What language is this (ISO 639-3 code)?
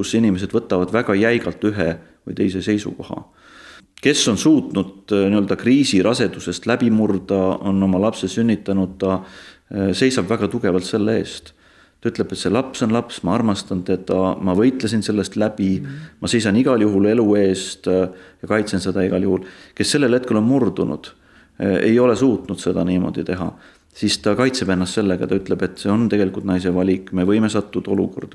est